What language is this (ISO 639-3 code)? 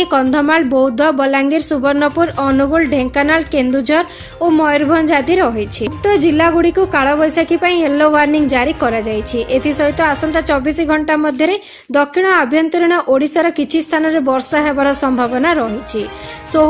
ori